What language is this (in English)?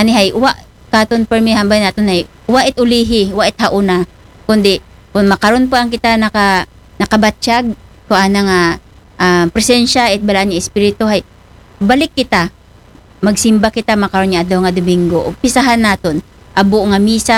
Aklanon